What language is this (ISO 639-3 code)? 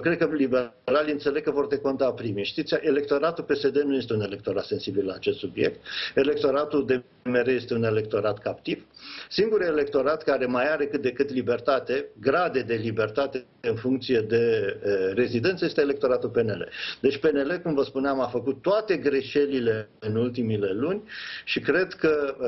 ron